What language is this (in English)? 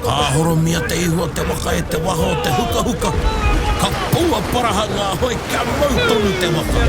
Māori